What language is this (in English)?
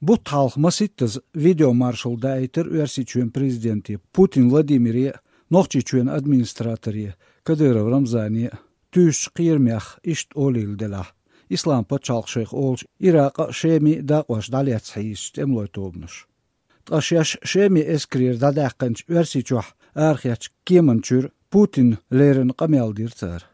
Chechen